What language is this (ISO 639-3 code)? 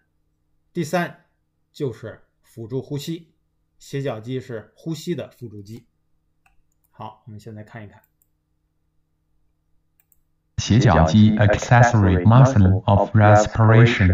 zho